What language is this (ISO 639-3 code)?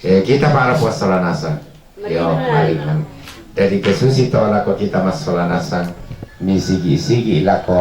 sda